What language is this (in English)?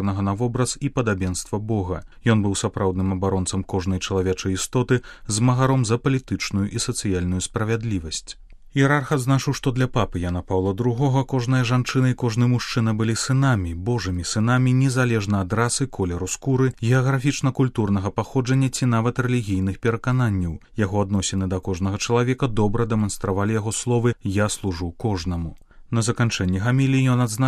Belarusian